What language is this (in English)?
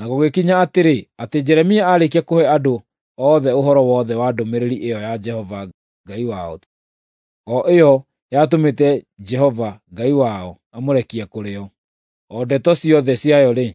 Kikuyu